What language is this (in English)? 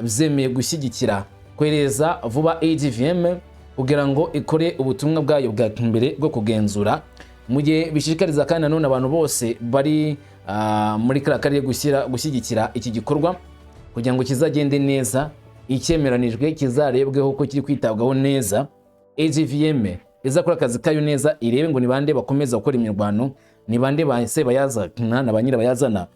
Kinyarwanda